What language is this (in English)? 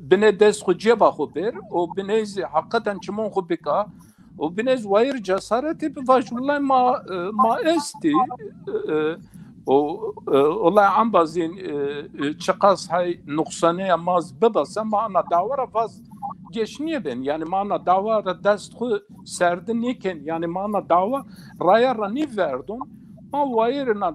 Zaza